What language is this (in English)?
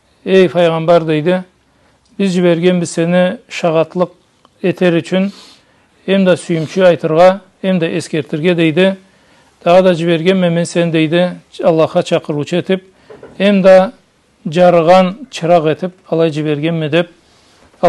Karachay-Balkar